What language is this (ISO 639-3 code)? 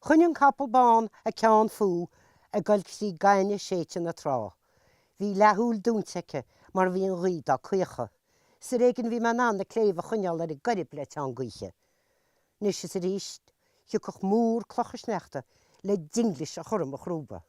gle